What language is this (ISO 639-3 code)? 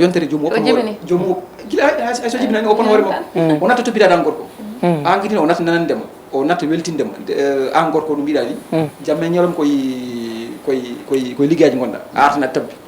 ful